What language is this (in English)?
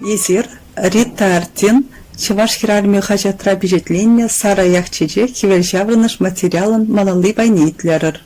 Chuvash